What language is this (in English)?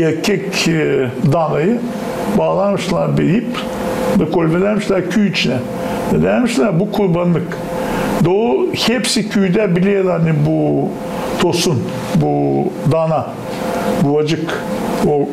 Gagauz